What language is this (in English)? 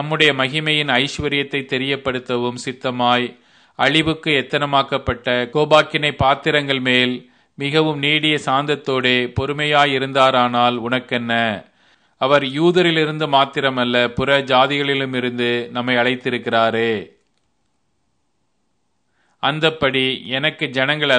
Tamil